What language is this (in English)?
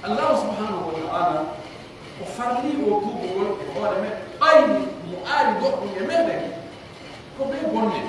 Pular